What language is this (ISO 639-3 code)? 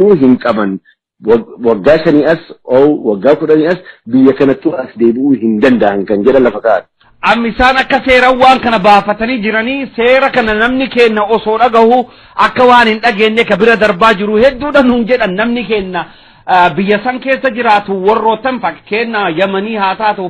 orm